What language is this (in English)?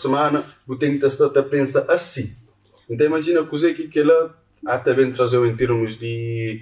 Kabuverdianu